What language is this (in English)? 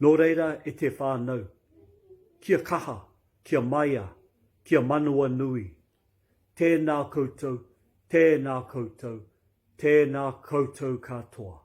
Māori